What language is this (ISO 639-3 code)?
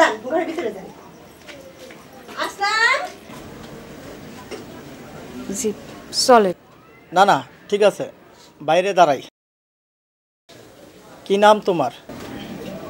ben